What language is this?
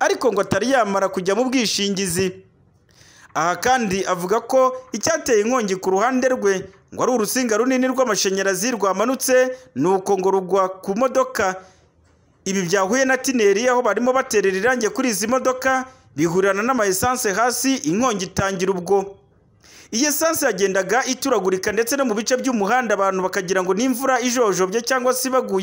Kinyarwanda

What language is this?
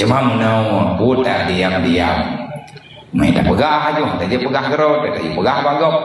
Achinese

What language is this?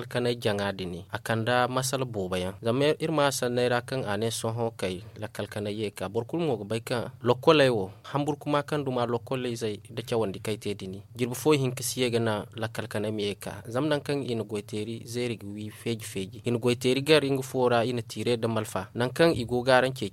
Zarma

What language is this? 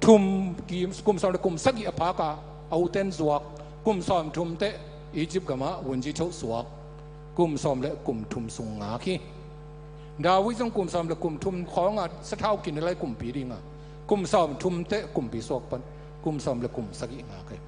Tedim Chin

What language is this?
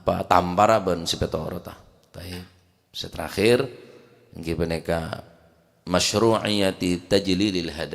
Madurese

